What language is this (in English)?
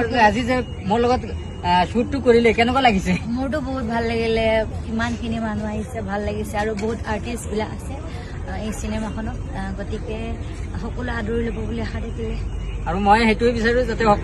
Assamese